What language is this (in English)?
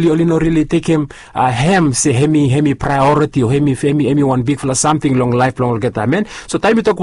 Bislama